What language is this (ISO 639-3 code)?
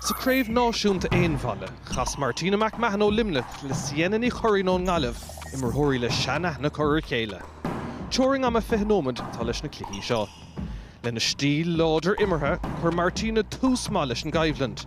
gle